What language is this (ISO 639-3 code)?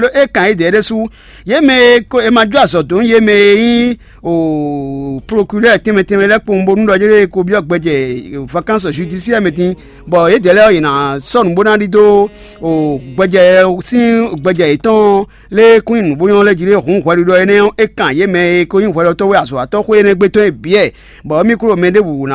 fon